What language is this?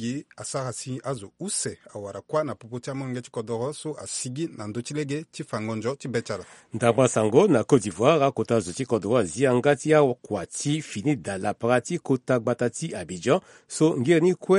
Sango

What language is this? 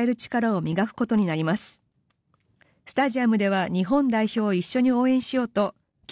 Japanese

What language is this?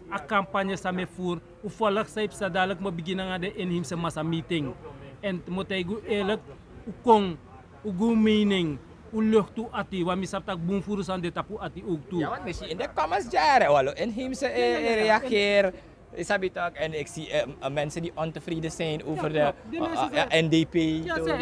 Sranan Tongo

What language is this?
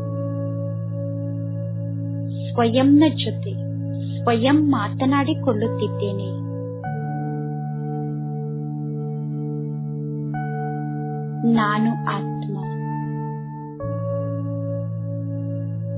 Kannada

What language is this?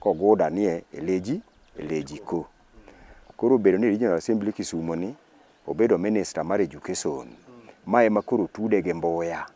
Luo (Kenya and Tanzania)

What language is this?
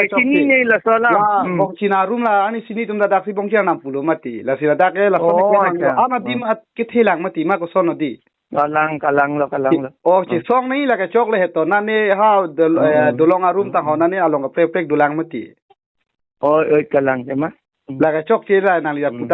Karbi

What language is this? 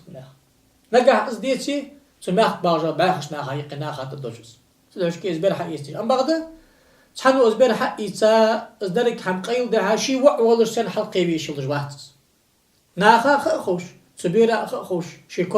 Ingush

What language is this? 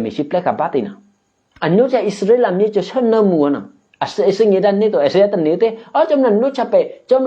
Eastern Kayah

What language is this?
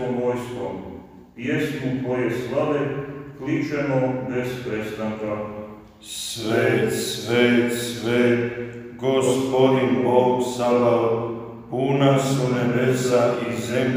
Croatian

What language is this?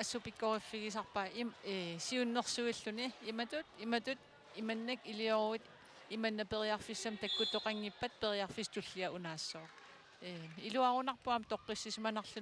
Kalaallisut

